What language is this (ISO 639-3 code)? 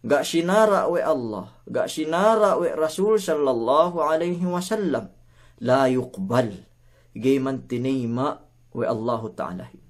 yka